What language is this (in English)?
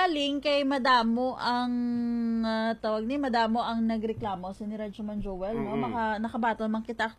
Hiligaynon